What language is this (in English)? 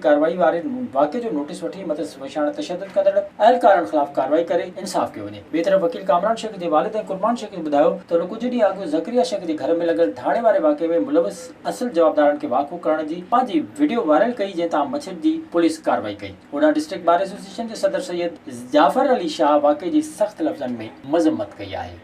Sindhi